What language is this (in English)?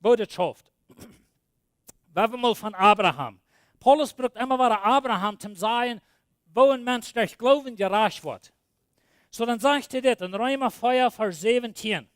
Plautdietsch